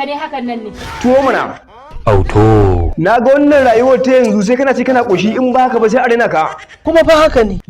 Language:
Hausa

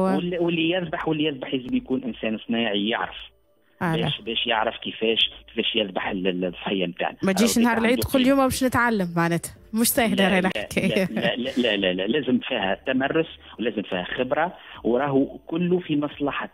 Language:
Tunisian Arabic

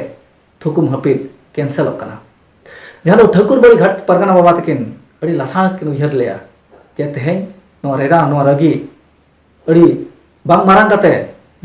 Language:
Santali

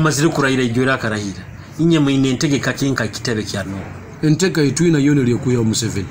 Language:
Nyoro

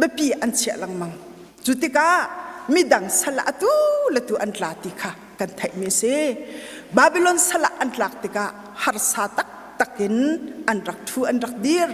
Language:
Hakha Chin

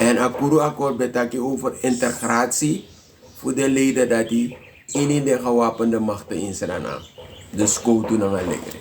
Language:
Sranan Tongo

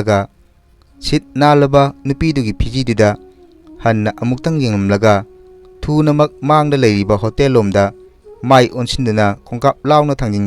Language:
Manipuri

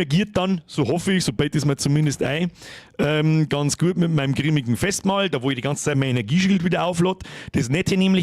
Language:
Bavarian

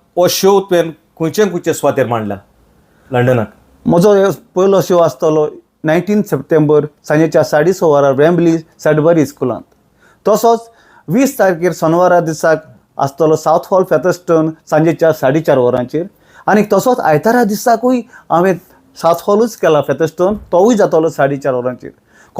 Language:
Konkani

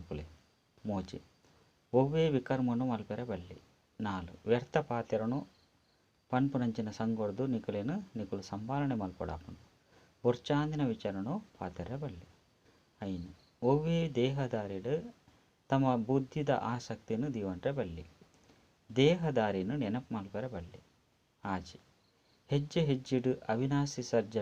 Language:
Tulu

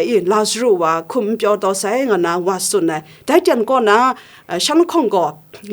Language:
Kachin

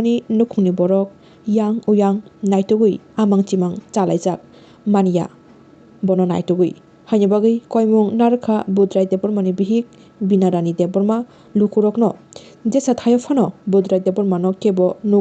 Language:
Kok Borok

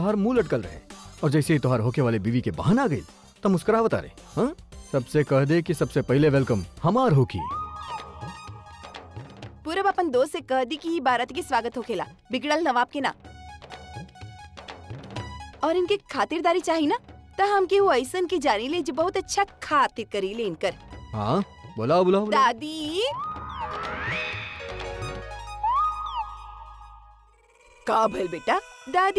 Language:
Bhojpuri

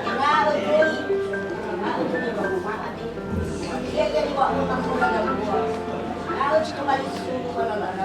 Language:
Nias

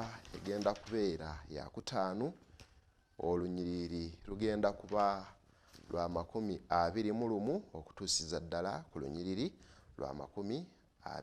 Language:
Ganda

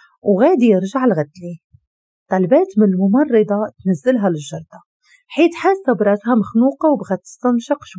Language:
Moroccan Arabic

